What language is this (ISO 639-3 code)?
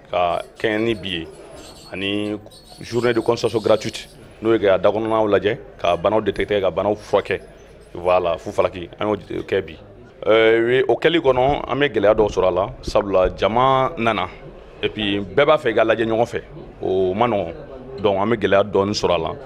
bam